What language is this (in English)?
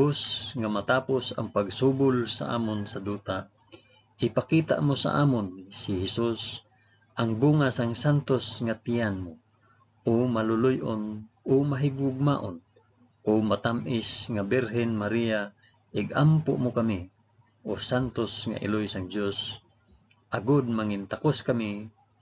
Hiligaynon